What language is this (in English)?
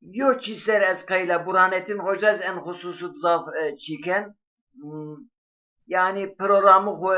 Zaza